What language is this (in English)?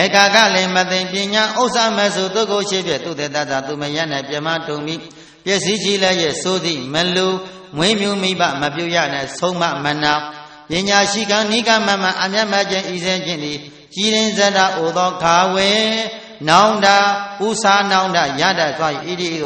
Burmese